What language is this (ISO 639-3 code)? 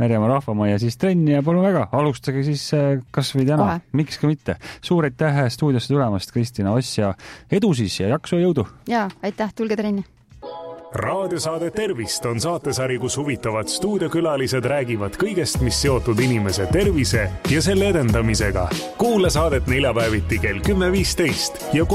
est